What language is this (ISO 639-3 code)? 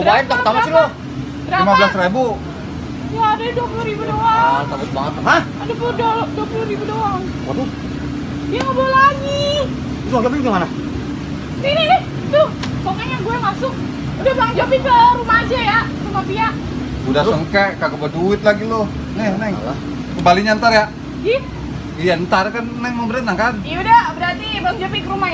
bew